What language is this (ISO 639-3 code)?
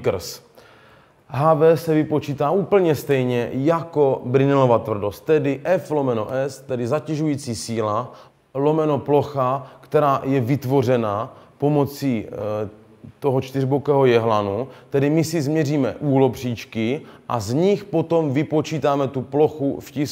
ces